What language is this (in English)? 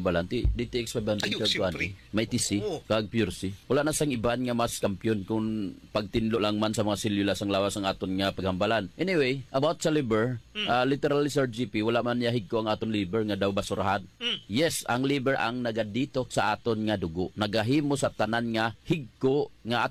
Hiligaynon